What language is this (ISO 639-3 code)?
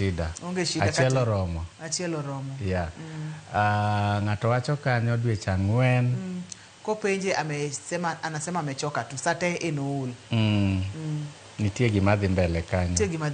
luo